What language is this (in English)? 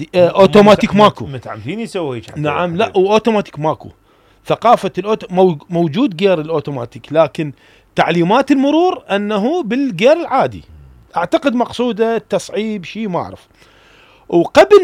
Mesopotamian Arabic